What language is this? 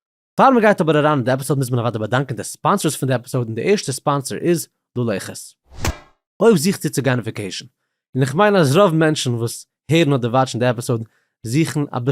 Yiddish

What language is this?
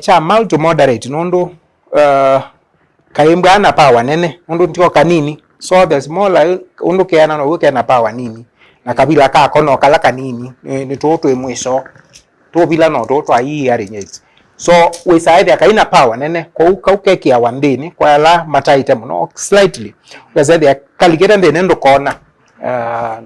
Kamba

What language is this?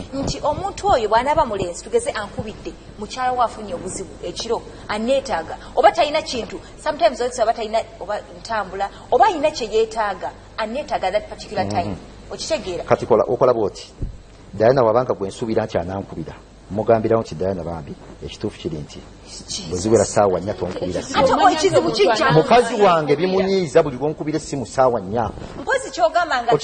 Ganda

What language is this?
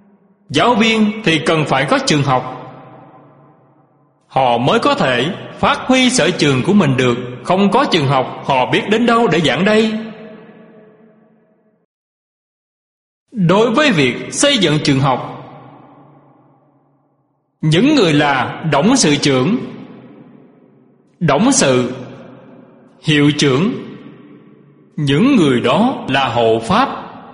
Vietnamese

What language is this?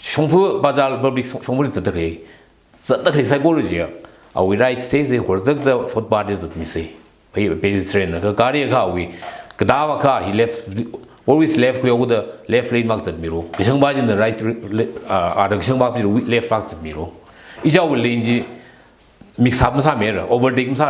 Tangkhul Naga (India)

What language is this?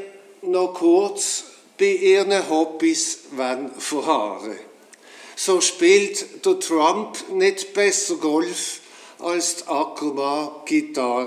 Swiss German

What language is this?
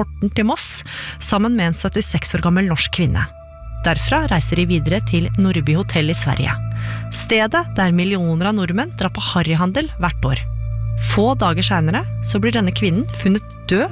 Norwegian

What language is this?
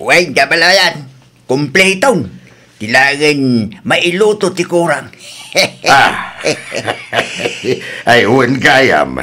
Iloko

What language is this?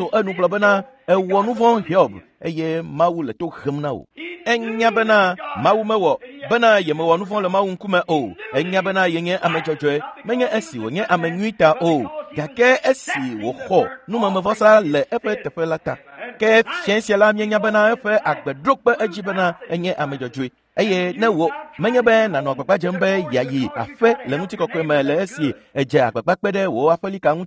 Ewe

